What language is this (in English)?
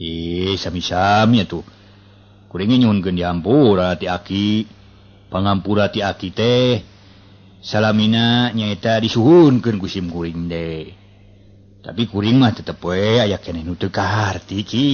Sundanese